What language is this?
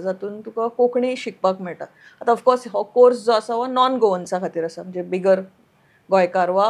Konkani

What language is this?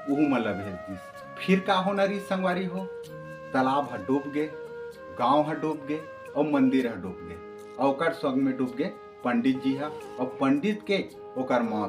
Chhattisgarhi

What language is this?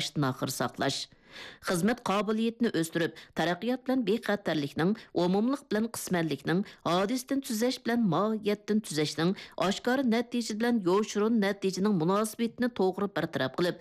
Uyghur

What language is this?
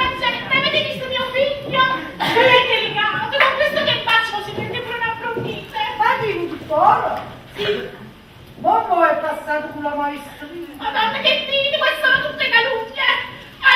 Neapolitan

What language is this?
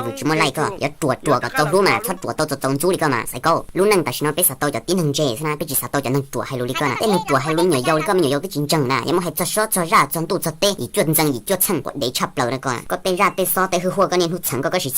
Hmong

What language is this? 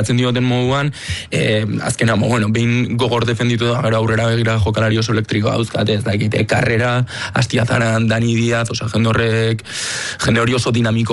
Basque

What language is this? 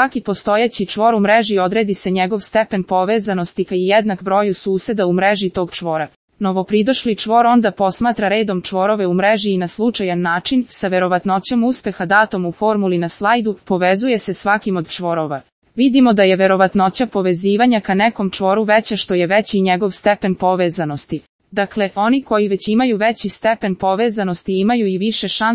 Serbian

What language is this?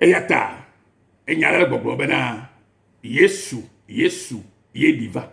Ewe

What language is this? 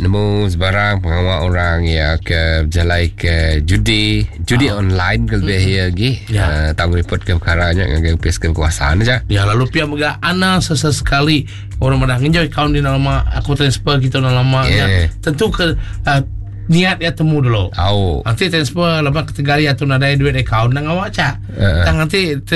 Iban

